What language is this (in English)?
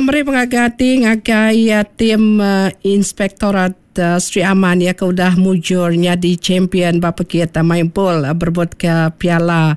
Iban